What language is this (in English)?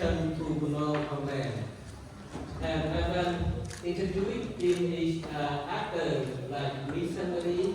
Central Mnong